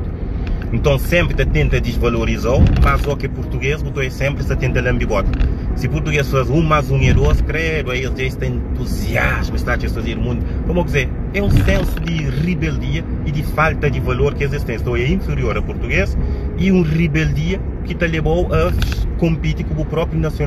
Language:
Kabuverdianu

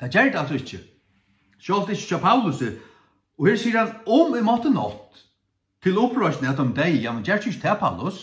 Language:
Faroese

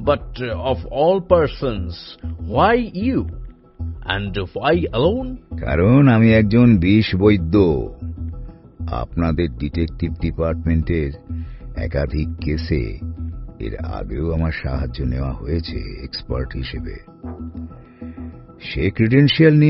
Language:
Bangla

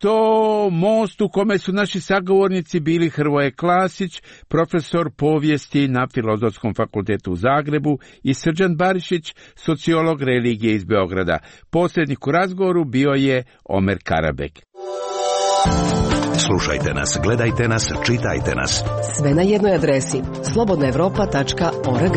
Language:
Croatian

